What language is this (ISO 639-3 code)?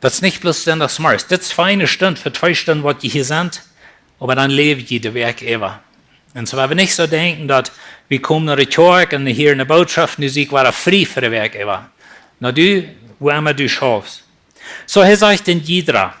pdt